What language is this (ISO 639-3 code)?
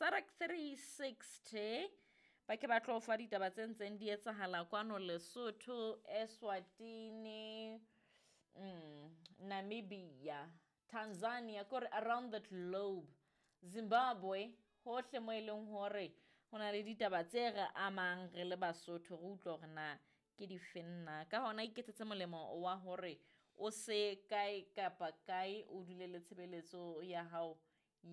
sot